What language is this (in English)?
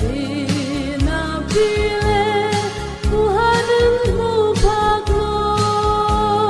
Falam Chin